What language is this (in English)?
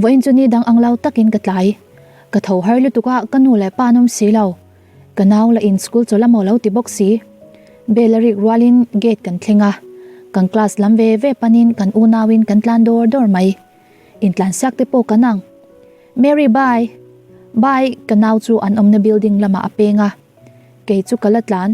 Mizo